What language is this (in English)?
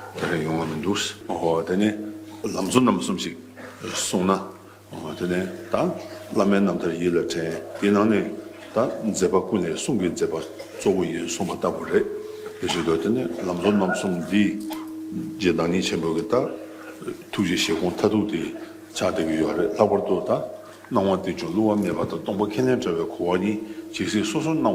Tibetan